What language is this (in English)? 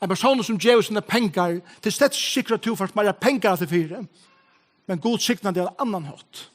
Faroese